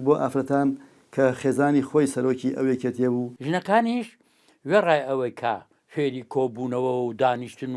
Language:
Central Kurdish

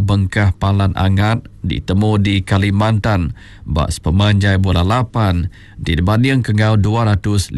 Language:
Iban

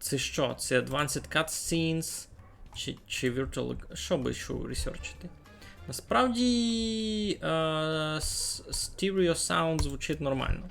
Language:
Rusyn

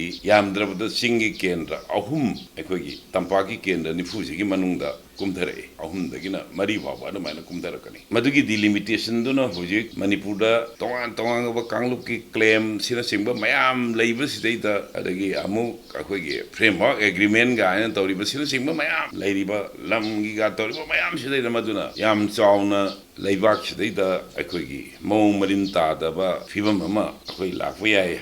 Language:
Manipuri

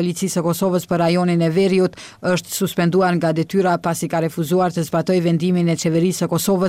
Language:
Albanian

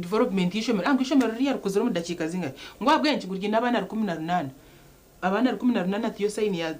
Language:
Nyankole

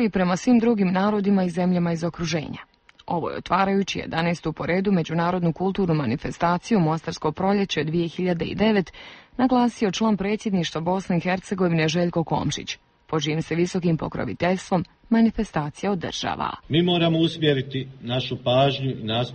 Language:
Bosnian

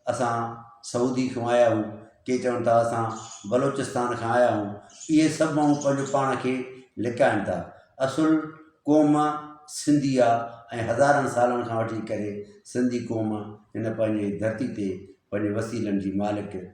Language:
Sindhi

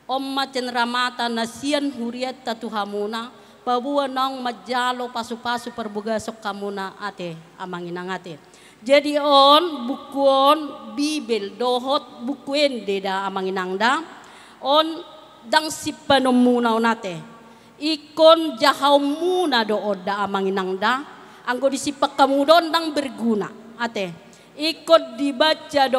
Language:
Batak Toba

